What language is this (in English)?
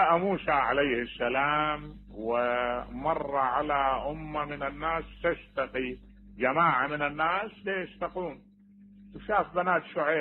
Mesopotamian Arabic